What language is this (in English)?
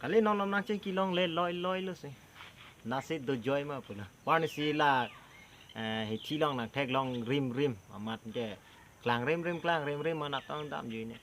Karbi